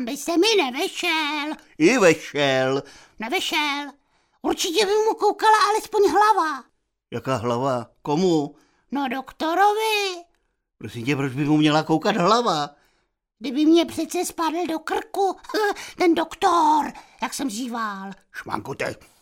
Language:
Czech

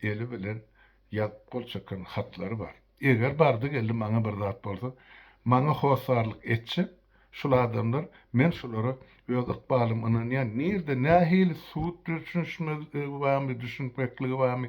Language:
Turkmen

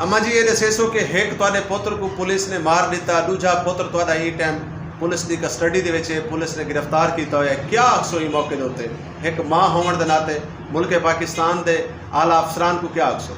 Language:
Saraiki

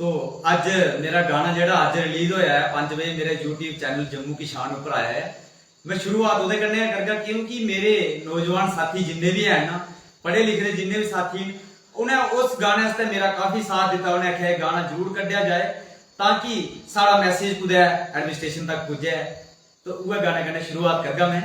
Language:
Dogri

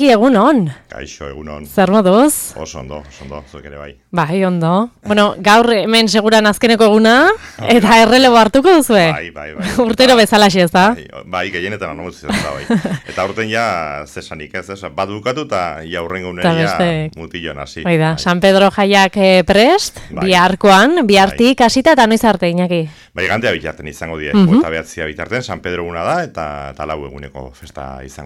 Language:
Basque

